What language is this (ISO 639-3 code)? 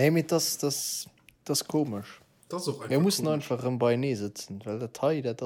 ltz